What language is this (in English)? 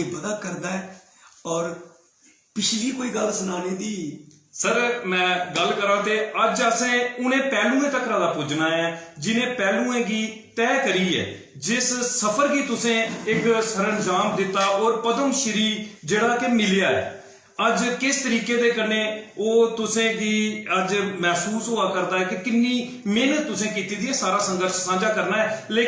Dogri